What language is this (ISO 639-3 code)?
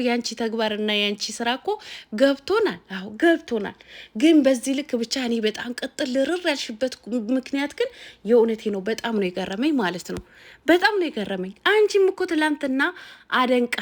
amh